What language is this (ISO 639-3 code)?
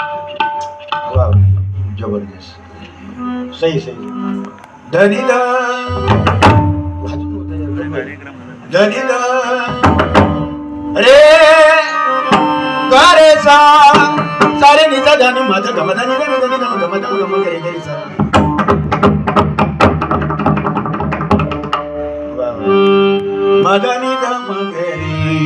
mar